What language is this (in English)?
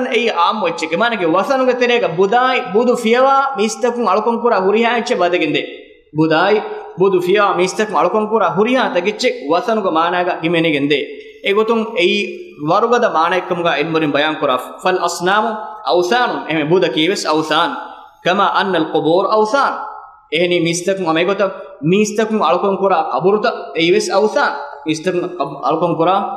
Divehi